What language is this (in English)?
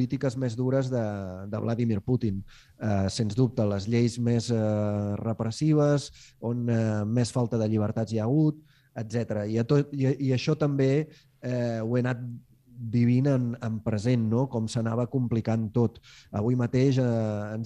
Catalan